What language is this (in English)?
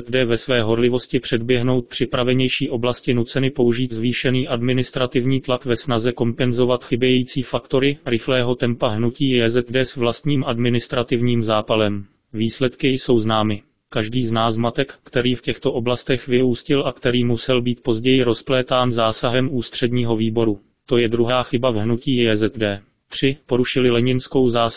Czech